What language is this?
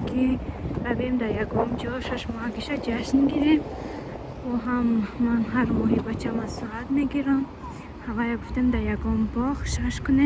Tajik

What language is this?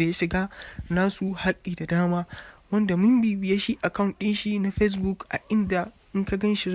Hausa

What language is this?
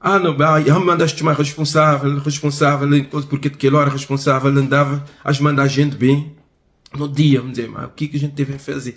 Kabuverdianu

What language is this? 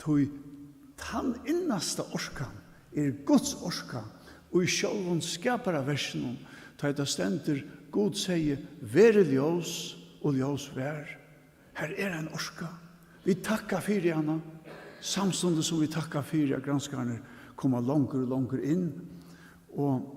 Faroese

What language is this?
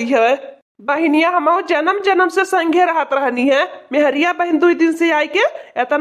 Awadhi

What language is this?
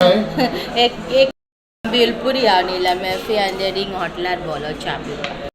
Konkani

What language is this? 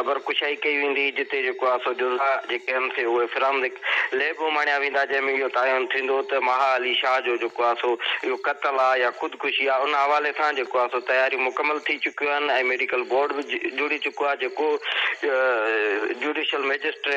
Sindhi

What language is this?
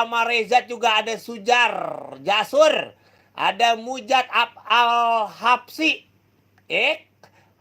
Betawi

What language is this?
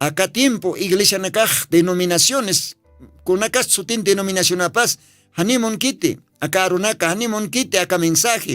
Aymara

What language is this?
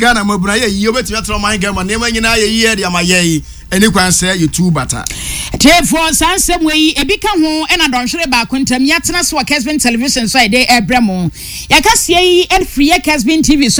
Akan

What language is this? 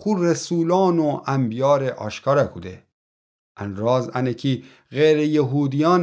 Gilaki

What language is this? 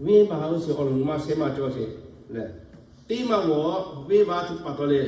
Lahu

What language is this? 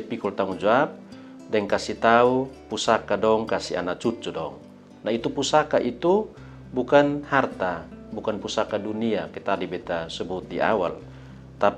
Kupang Malay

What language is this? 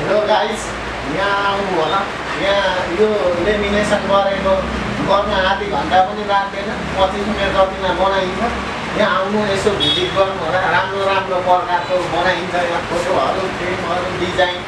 Nepali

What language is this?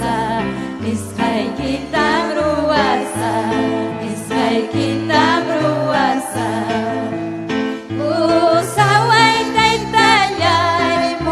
Ayacucho Quechua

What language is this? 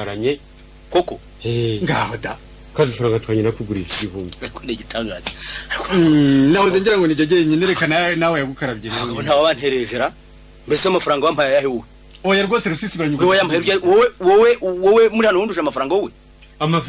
Kinyarwanda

